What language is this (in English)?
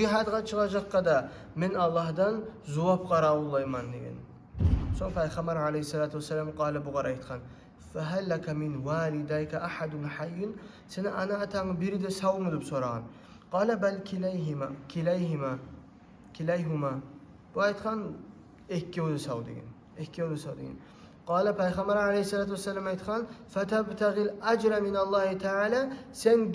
Kumyk